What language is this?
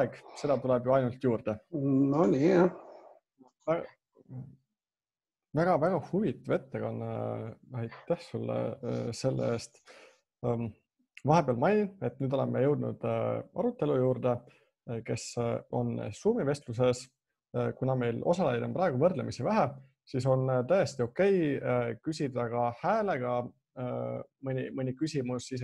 Estonian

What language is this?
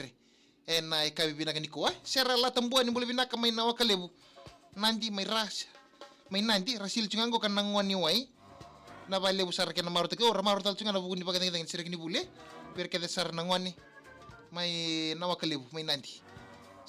Fijian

